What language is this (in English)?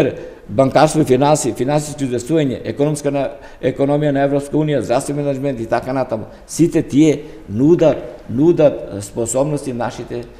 Macedonian